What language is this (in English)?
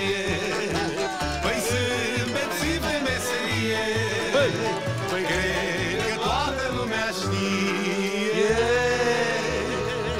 Romanian